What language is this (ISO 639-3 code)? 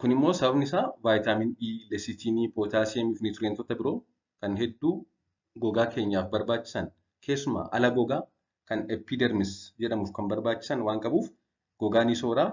orm